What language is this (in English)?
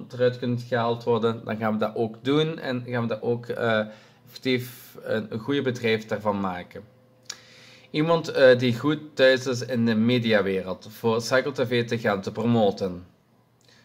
Dutch